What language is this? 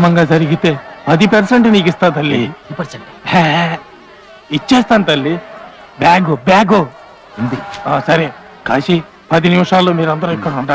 Telugu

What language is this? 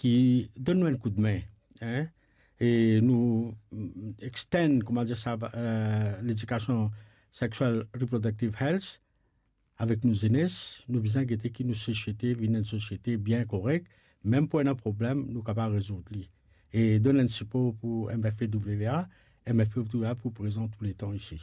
Morisyen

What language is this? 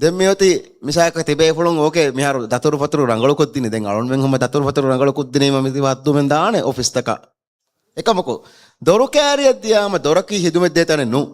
Divehi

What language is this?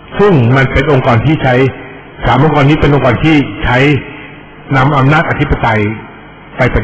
Thai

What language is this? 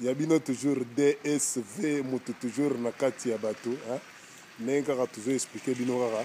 Lingala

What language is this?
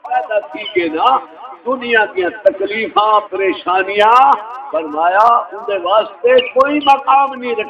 Saraiki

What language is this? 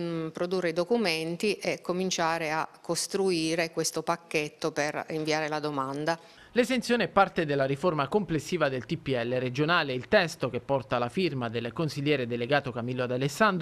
Italian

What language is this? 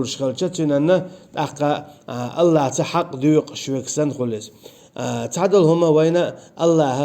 Chechen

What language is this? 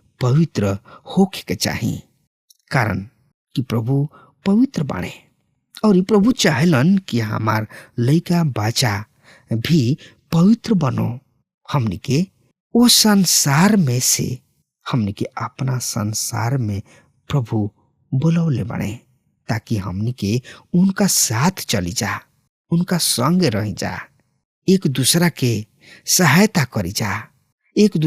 Bhojpuri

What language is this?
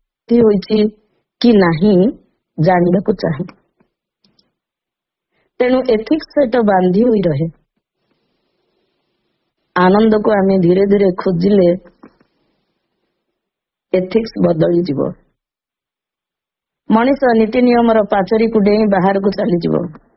Odia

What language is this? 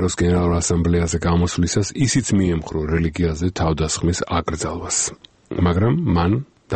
Georgian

